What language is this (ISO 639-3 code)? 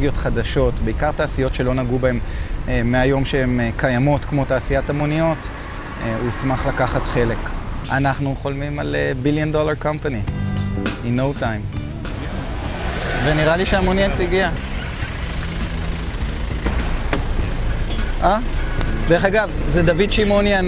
heb